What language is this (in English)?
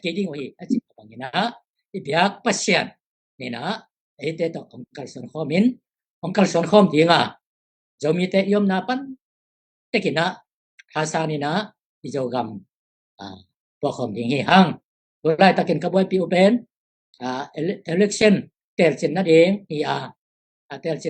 Tedim Chin